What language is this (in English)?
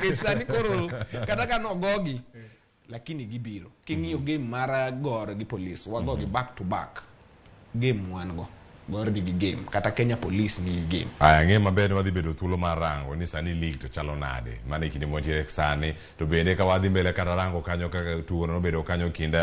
Luo (Kenya and Tanzania)